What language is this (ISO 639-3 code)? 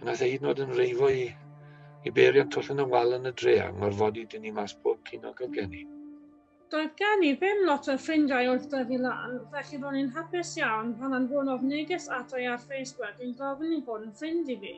cym